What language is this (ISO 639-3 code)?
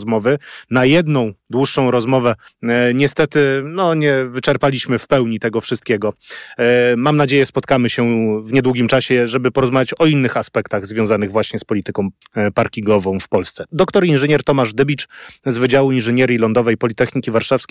pol